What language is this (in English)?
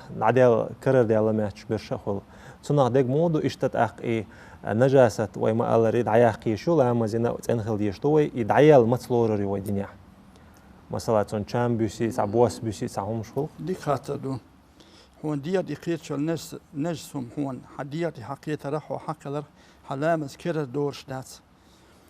Chechen